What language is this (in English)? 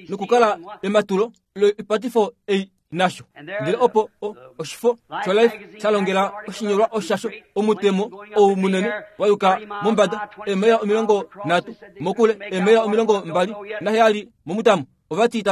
Kuanyama